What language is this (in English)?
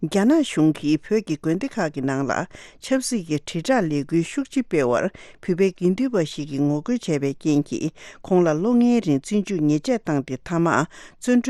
Tibetan